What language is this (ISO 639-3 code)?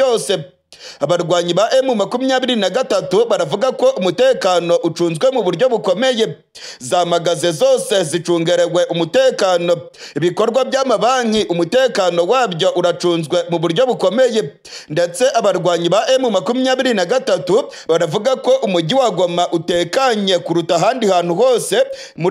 kin